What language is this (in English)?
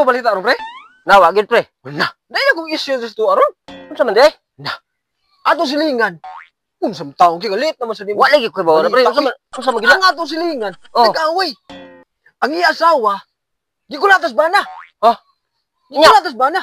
Cebuano